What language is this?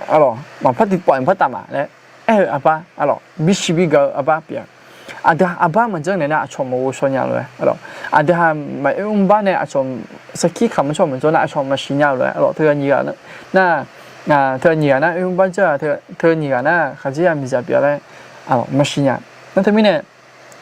Akha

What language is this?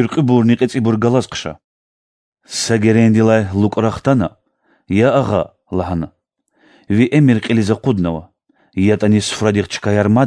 Lezghian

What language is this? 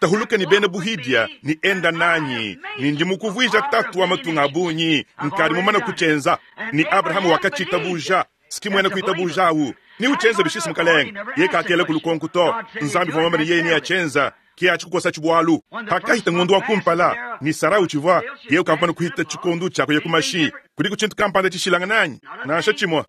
Luba-Lulua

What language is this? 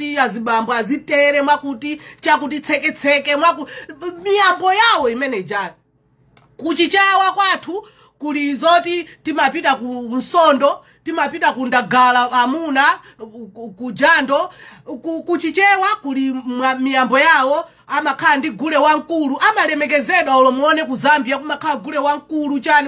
Nyanja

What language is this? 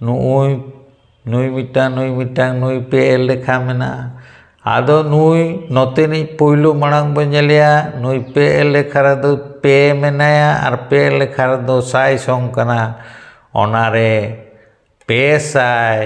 Santali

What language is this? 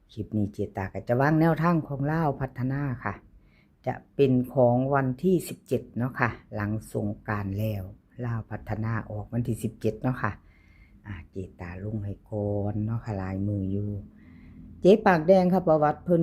Northeastern Thai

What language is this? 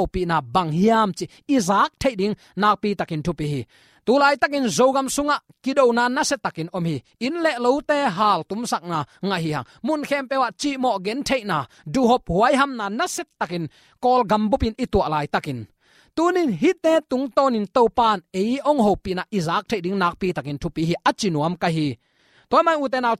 Tedim Chin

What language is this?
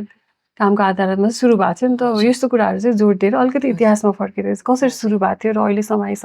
Nepali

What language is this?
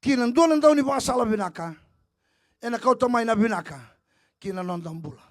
Fijian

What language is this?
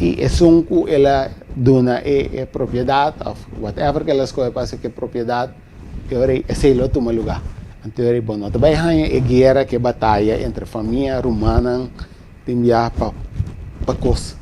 Papiamento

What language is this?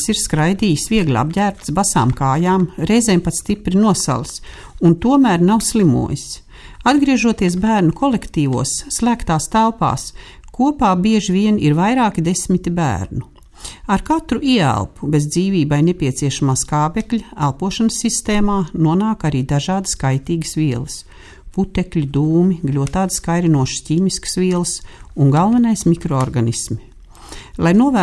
Latvian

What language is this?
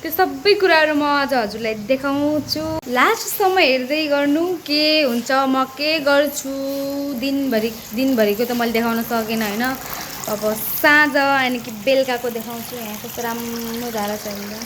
Nepali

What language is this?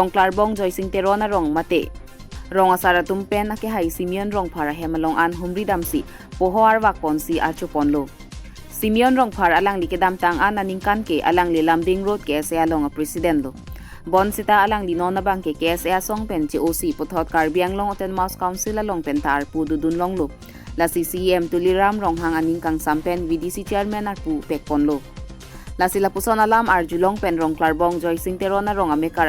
Karbi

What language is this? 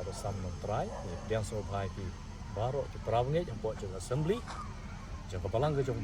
Khasi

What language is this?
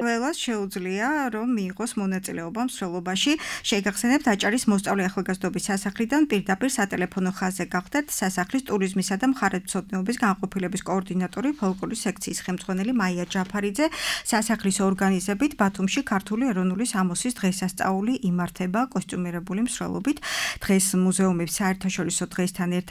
Georgian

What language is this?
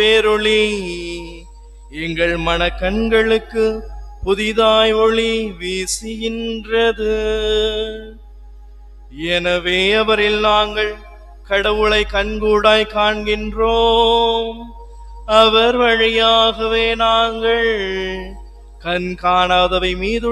Tamil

